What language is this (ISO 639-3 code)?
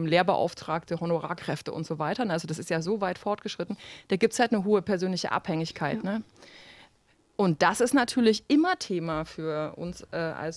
deu